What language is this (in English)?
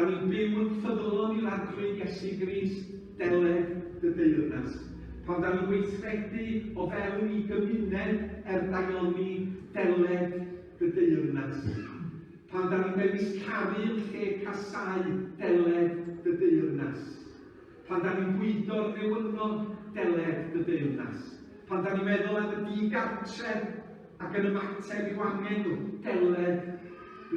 Welsh